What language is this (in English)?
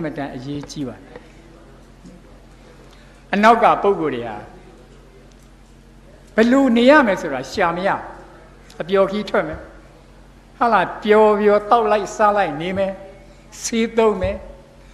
Burmese